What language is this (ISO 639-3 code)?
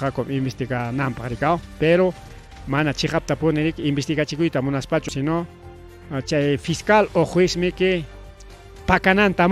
quy